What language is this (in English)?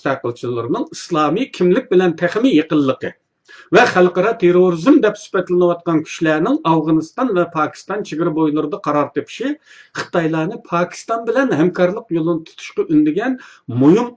Uyghur